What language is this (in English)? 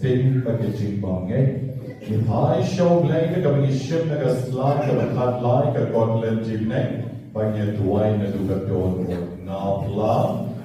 Khasi